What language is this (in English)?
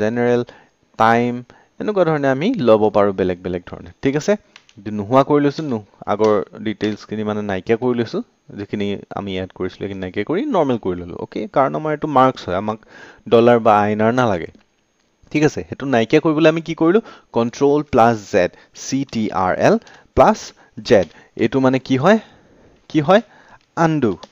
Assamese